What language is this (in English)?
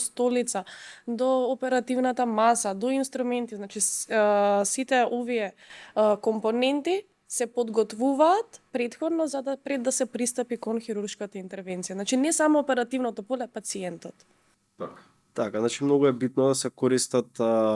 Macedonian